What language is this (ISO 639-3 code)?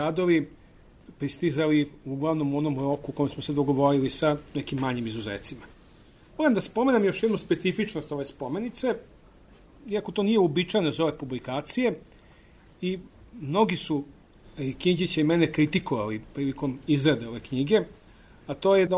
srp